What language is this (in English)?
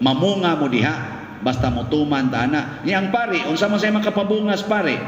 Cebuano